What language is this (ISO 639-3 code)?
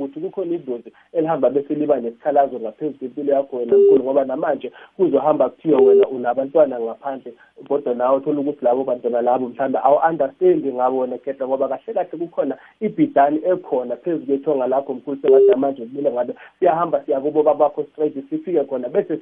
nbl